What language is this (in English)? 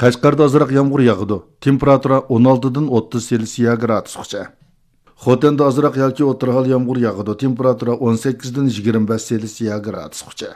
Uyghur